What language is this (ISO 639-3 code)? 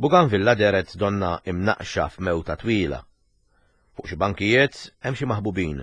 mlt